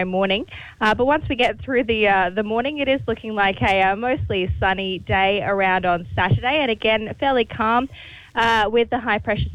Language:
English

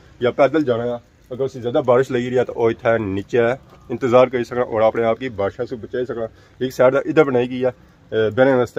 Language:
Pahari-Potwari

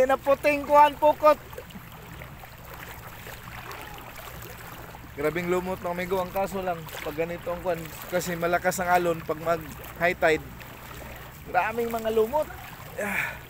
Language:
Filipino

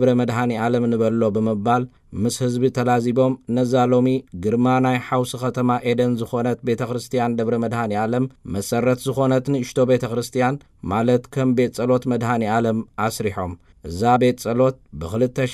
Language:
Tigrinya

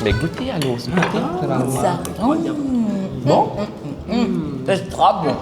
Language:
Morisyen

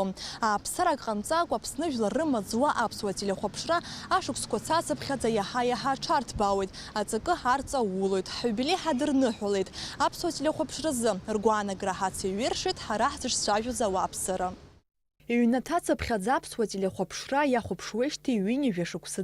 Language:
Abkhazian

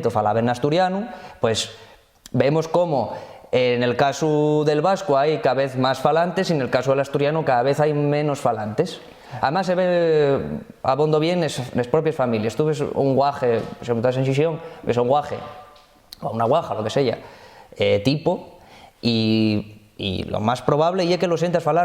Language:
Asturian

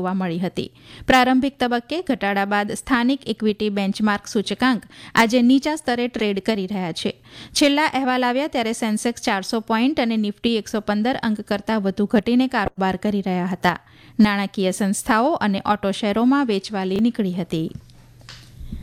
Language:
Gujarati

